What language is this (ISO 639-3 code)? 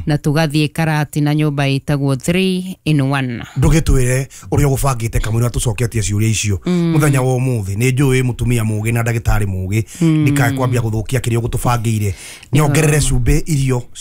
kik